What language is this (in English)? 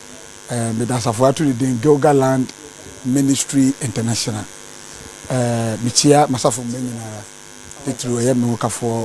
Akan